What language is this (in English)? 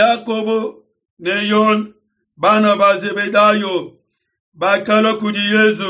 Luba-Lulua